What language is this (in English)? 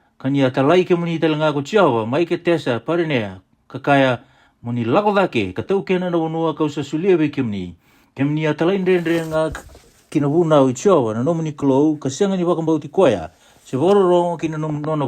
Fijian